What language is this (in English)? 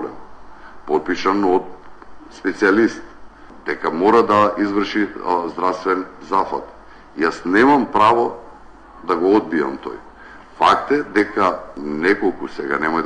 Macedonian